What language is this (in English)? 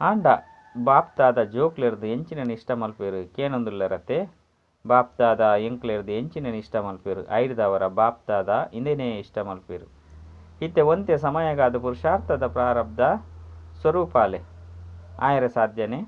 Tulu